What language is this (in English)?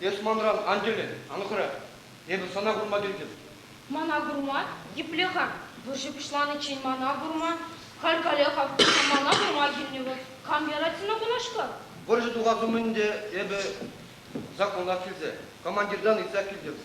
Chuvash